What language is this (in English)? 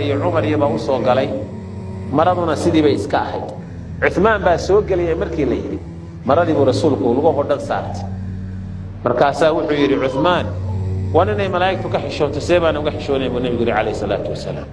Somali